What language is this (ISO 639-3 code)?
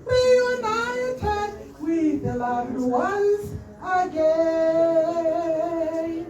tsn